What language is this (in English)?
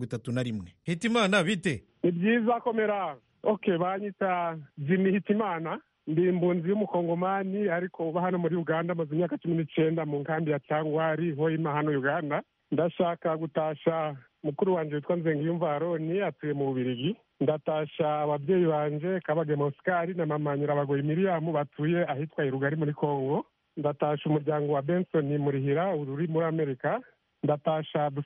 Kinyarwanda